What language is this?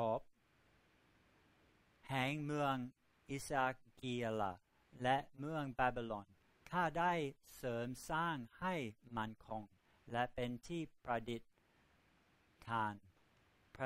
Thai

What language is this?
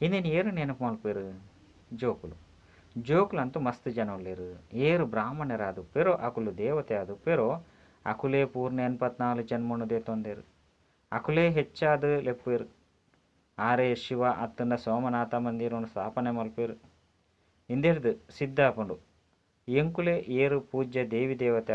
Tulu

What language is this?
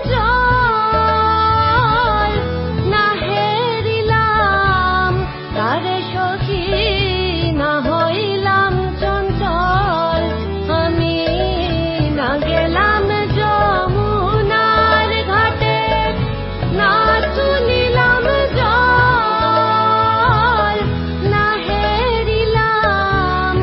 Bangla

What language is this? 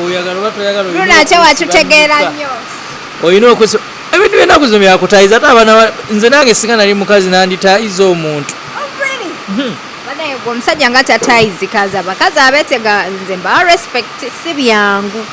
Ganda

